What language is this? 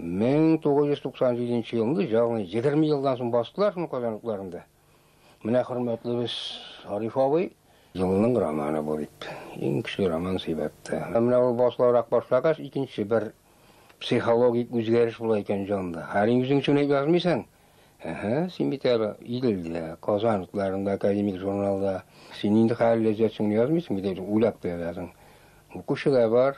Tatar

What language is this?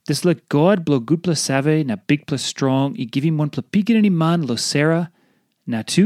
Tok Pisin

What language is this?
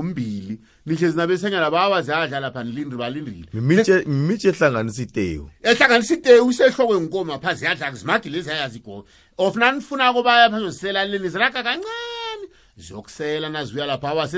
South Ndebele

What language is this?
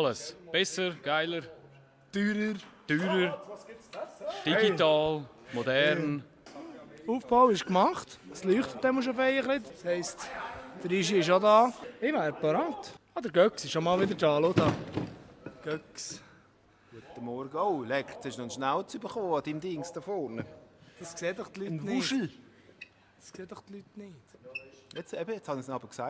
Swiss German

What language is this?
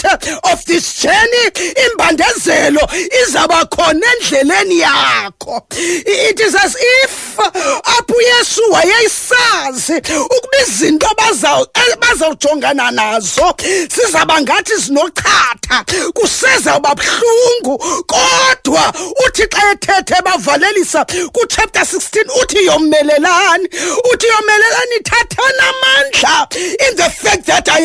Xhosa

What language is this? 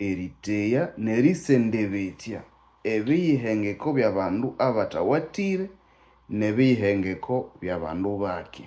Nande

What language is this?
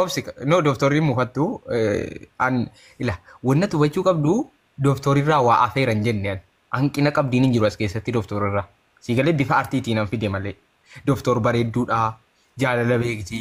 Oromo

